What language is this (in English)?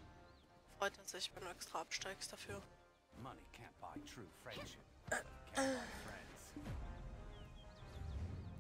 German